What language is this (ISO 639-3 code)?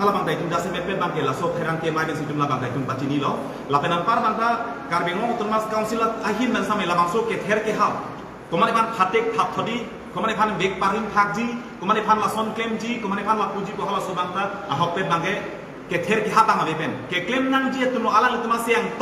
mjw